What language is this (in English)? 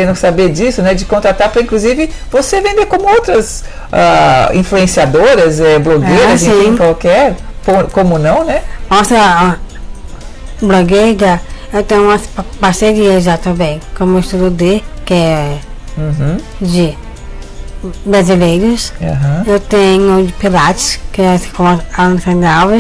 Portuguese